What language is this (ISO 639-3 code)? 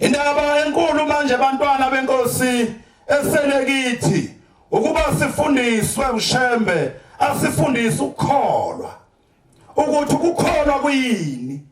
zul